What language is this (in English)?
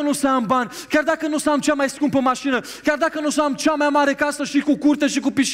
Romanian